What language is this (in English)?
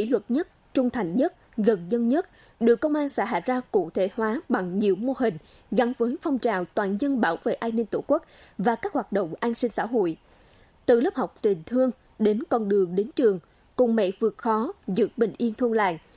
Vietnamese